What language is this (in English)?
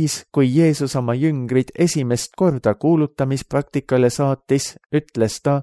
Estonian